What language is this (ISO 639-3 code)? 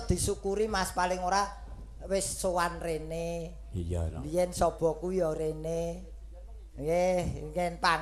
jav